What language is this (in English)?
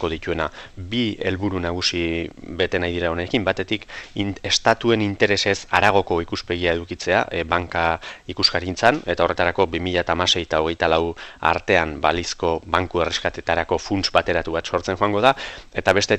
Basque